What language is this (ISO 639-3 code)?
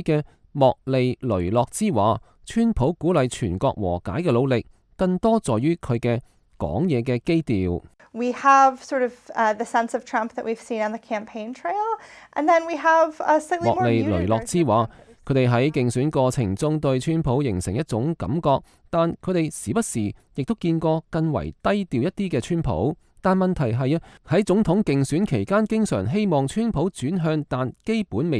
yue